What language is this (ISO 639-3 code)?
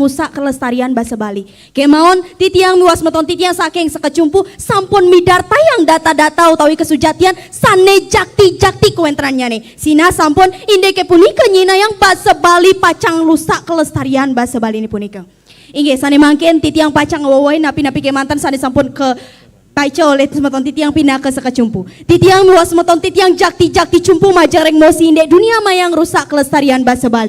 ban